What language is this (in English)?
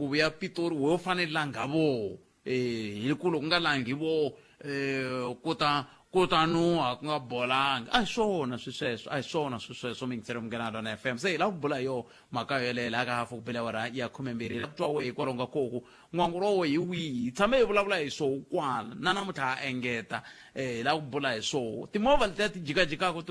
Tsonga